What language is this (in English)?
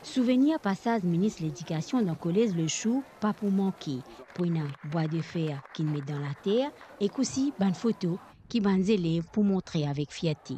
Morisyen